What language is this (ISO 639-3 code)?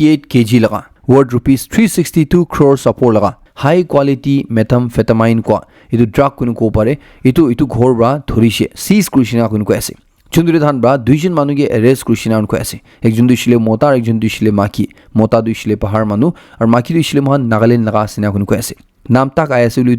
nag